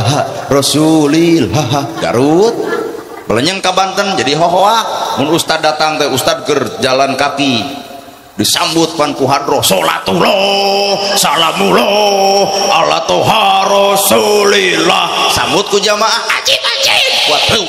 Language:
Sundanese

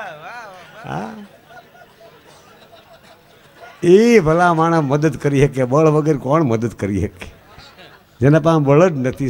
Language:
Gujarati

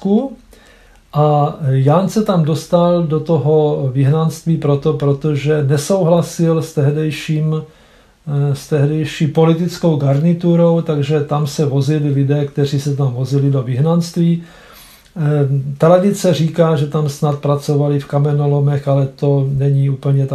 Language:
Czech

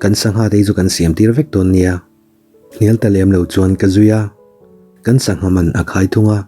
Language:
Mizo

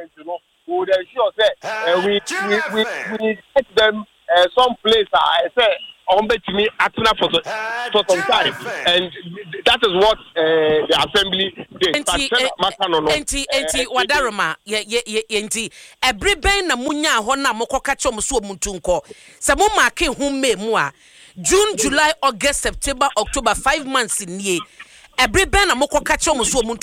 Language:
Akan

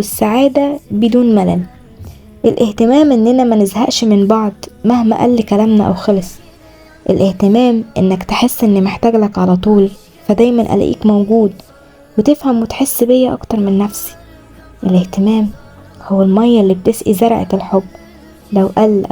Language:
Egyptian Arabic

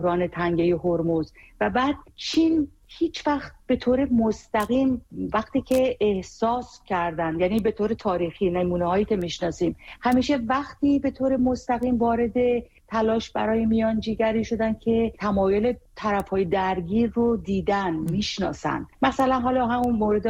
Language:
Persian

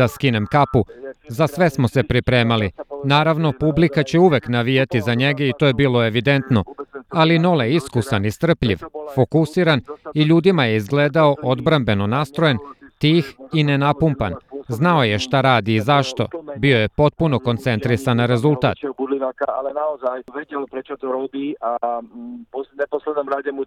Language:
Serbian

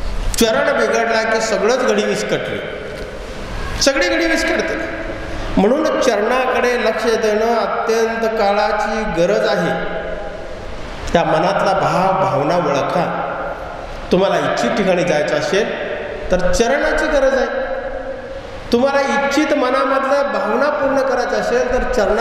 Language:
Marathi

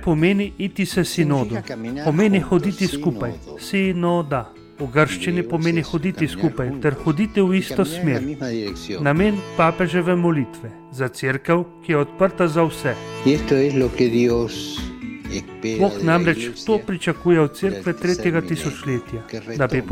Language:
Slovenian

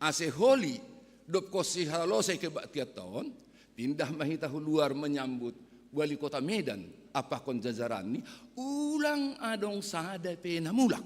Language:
Batak Simalungun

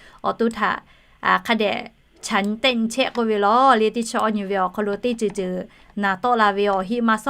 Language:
Lahu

